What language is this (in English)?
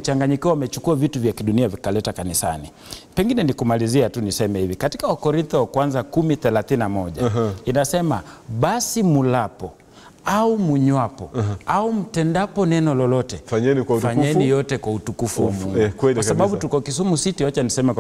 Swahili